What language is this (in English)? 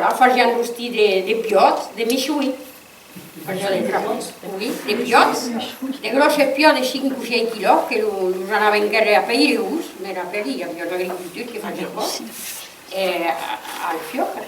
Occitan